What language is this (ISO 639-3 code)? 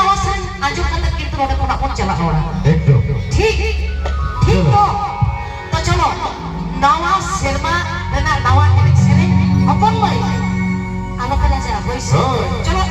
sat